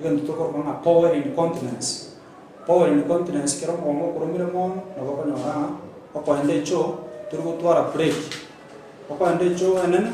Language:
Gusii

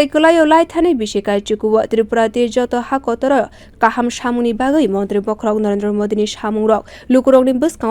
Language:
Kok Borok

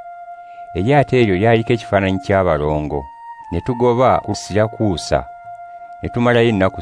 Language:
Ganda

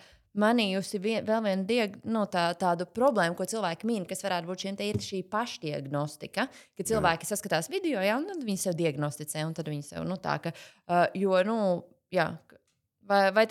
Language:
Latvian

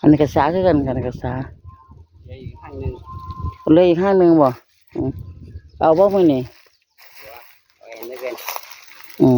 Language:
Northeastern Thai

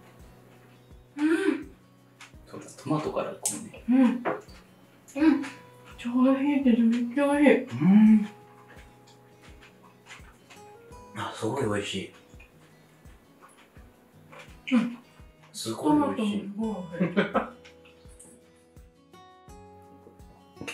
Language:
Japanese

